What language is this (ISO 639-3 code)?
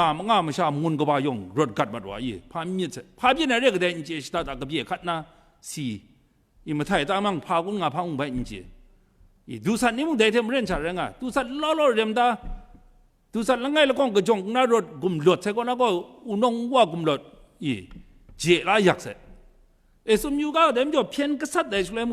kac